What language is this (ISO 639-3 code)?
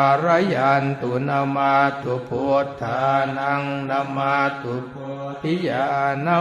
pli